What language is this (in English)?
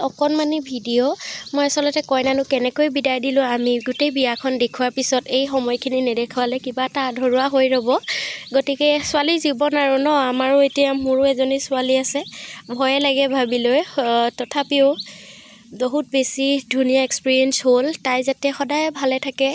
Assamese